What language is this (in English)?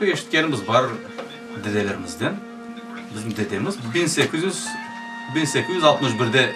Crimean Tatar